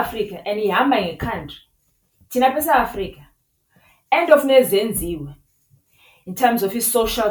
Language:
Xhosa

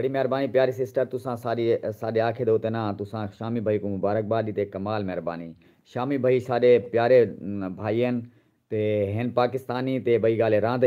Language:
Saraiki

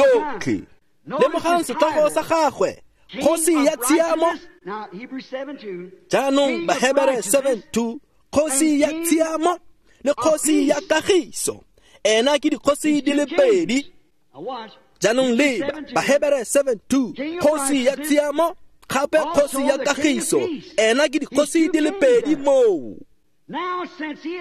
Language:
Tswana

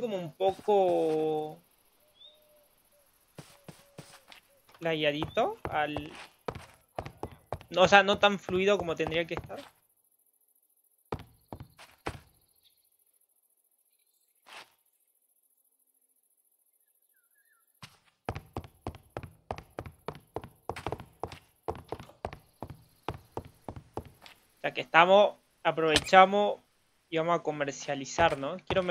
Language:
Spanish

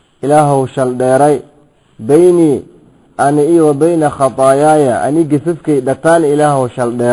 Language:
Somali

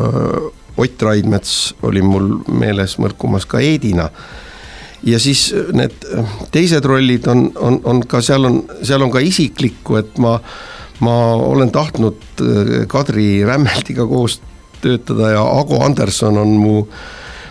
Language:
Estonian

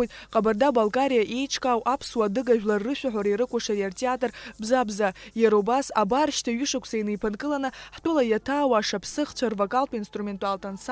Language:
Abkhazian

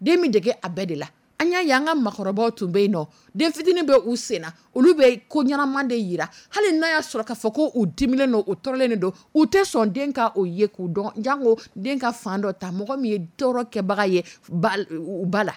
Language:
Dyula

